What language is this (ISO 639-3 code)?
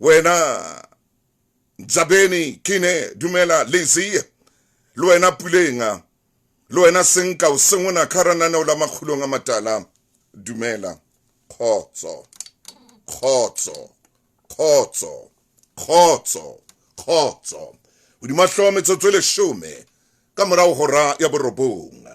sot